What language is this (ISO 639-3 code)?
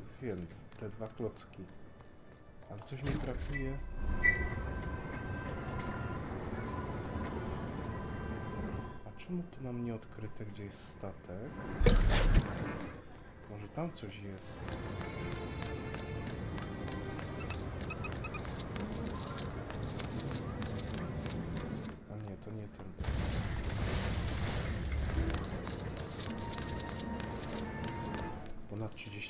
pol